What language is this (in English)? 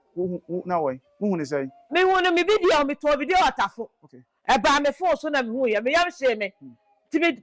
Akan